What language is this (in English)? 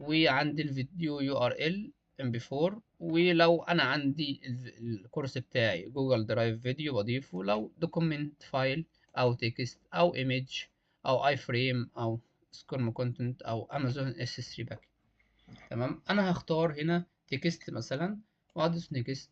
Egyptian Arabic